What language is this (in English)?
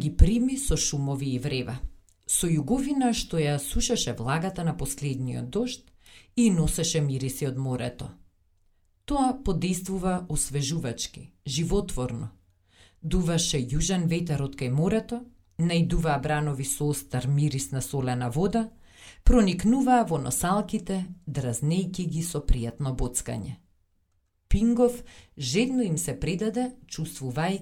Macedonian